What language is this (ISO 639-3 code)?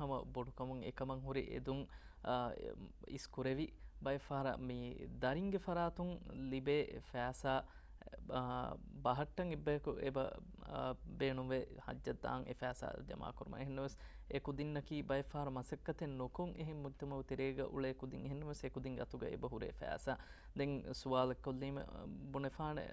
div